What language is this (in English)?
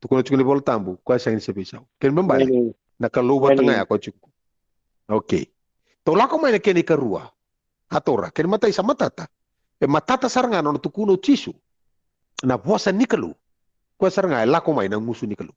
Fijian